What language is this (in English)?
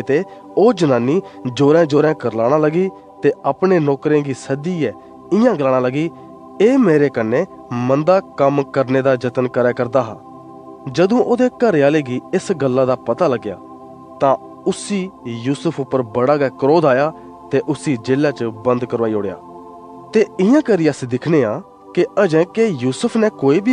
Dogri